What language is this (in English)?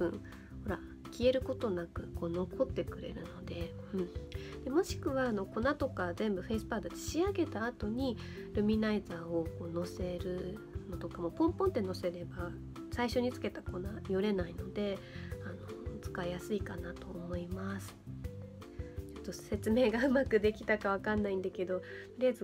Japanese